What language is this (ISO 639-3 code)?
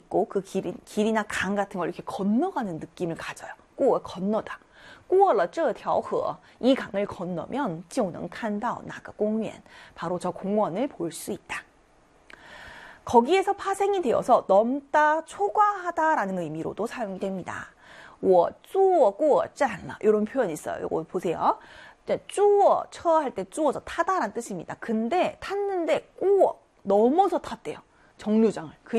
kor